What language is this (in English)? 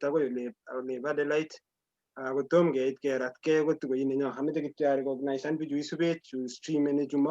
Kalenjin